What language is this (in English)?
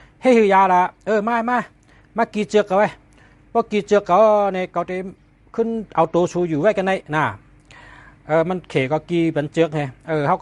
Shan